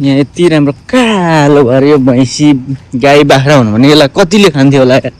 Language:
Nepali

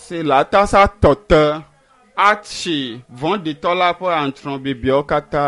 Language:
Ewe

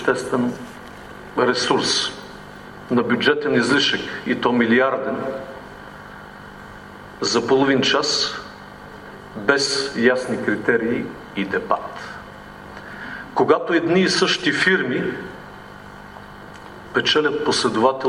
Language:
Bulgarian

